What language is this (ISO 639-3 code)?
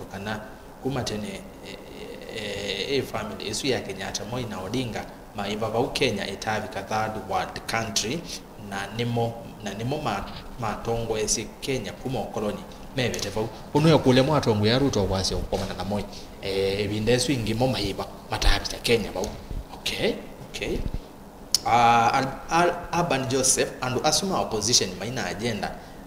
kam